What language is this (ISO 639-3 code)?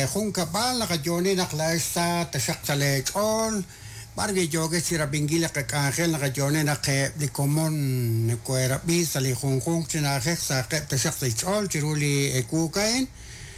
kek